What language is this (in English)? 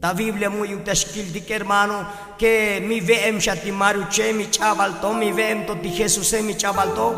Tzotzil